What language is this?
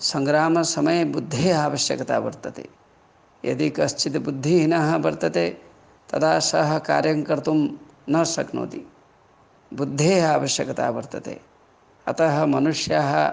Sanskrit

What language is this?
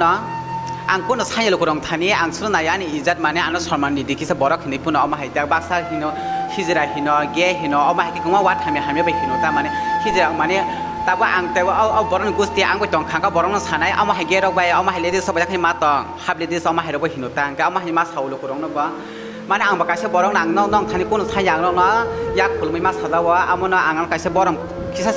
Kok Borok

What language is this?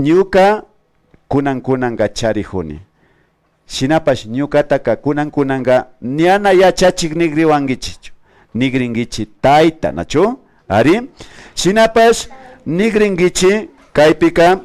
Imbabura Highland Quichua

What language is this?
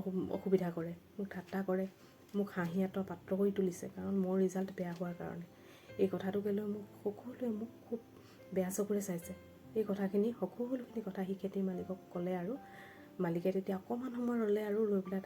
Assamese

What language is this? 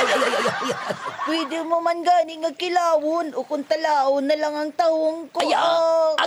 Hiligaynon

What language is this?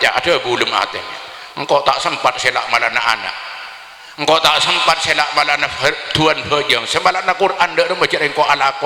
Madurese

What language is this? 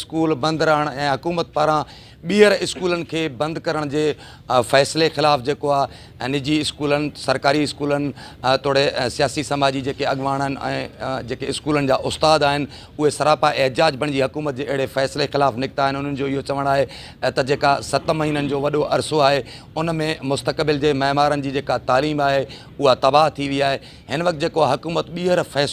Sindhi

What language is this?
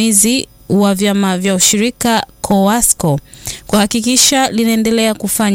Swahili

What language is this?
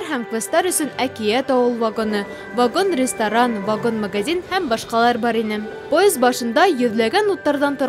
Bashkir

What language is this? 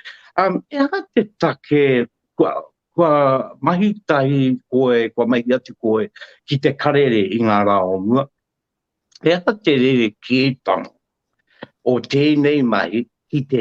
Māori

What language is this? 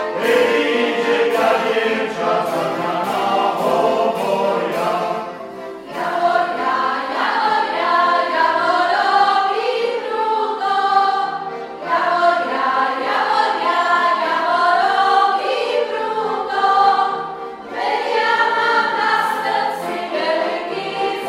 Slovak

